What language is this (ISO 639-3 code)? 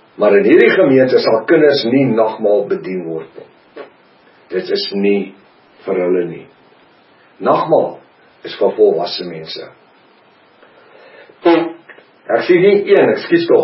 afr